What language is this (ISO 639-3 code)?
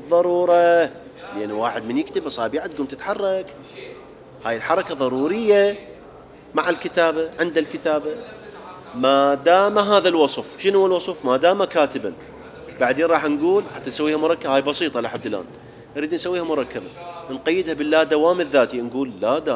acm